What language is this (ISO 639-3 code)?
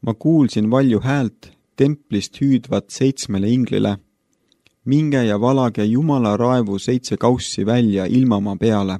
est